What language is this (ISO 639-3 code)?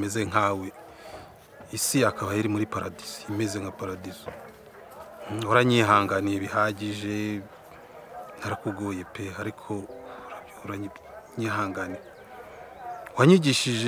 kin